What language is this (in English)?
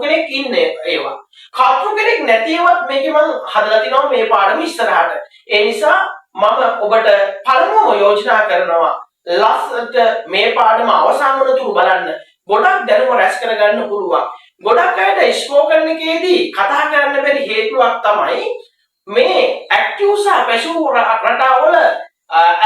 Sinhala